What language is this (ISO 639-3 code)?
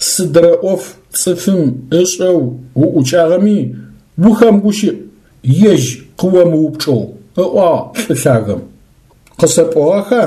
ady